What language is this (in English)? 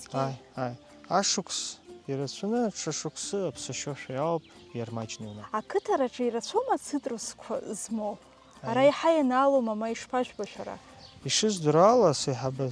Abkhazian